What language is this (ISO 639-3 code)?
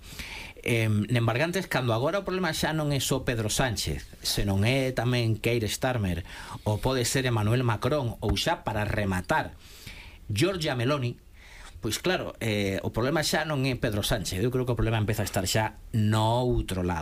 glg